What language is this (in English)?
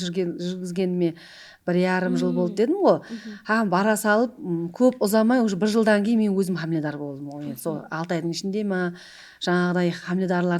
Kara-Kalpak